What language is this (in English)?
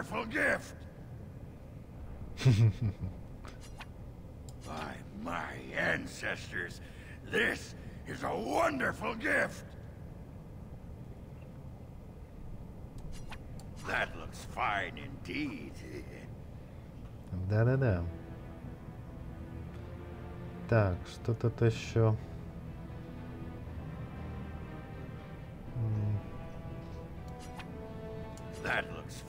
Russian